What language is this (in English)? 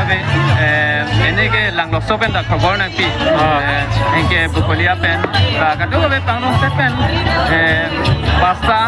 Karbi